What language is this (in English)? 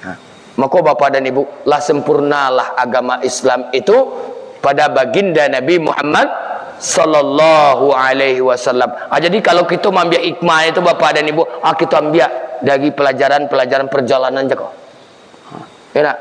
Minangkabau